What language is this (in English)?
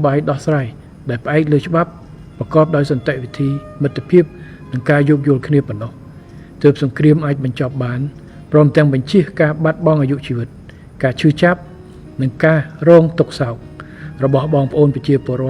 Khmer